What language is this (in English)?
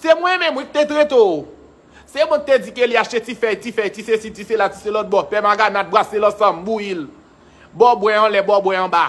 Haitian Creole